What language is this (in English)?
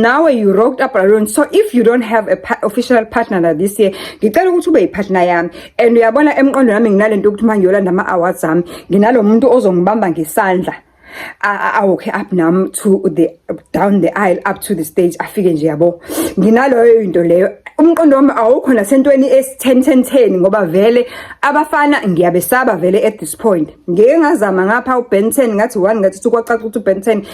Zulu